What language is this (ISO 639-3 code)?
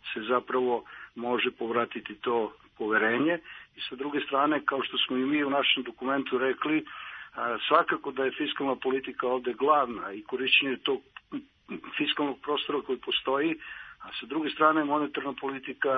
srp